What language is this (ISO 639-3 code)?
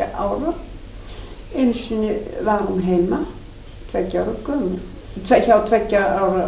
isl